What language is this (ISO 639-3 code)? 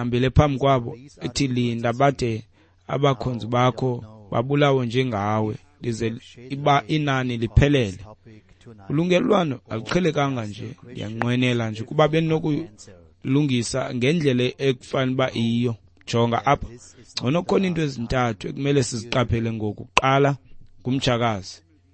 xho